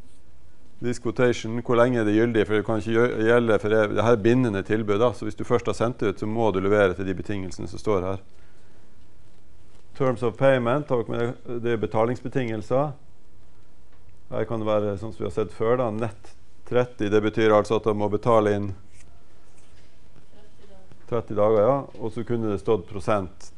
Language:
Norwegian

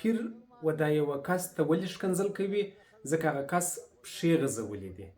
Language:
Pashto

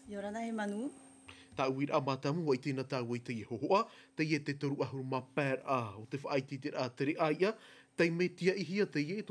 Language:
Tahitian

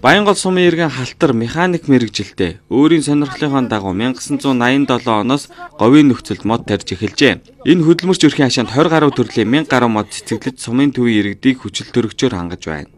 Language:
Mongolian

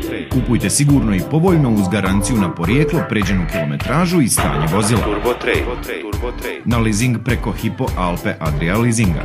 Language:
Bosnian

